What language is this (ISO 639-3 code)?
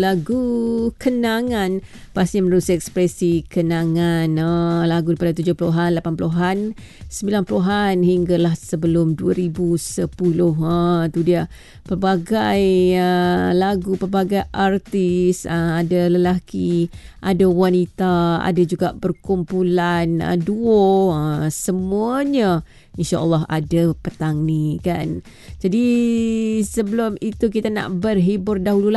msa